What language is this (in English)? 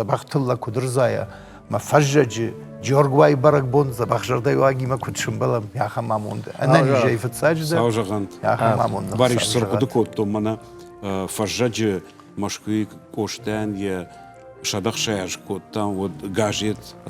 Ossetic